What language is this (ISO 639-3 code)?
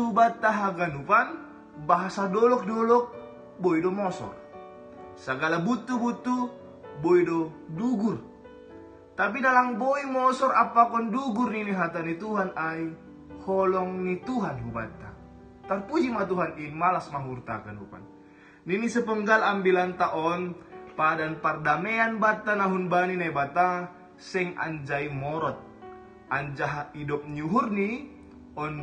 bts